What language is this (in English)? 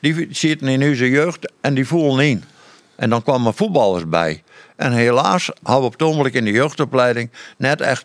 Western Frisian